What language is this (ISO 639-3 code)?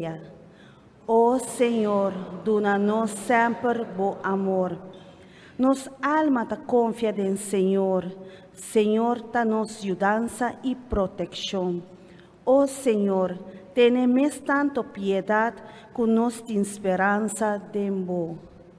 pap